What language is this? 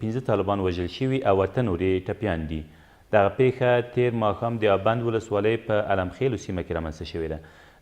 Pashto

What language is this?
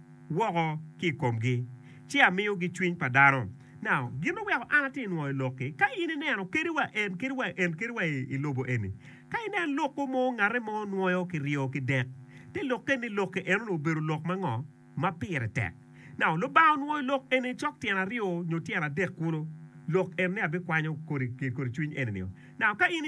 Acoli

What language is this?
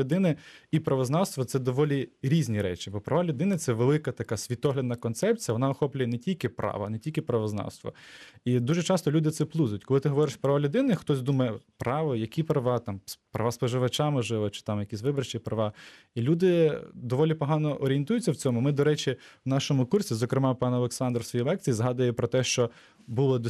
Ukrainian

